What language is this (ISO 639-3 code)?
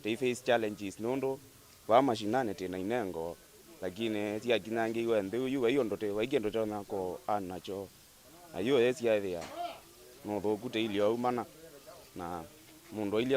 kam